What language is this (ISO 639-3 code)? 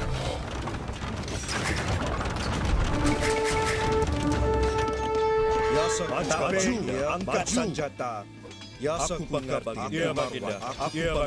msa